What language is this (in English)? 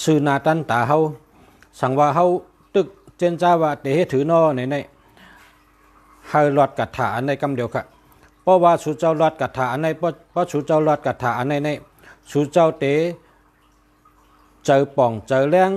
Shan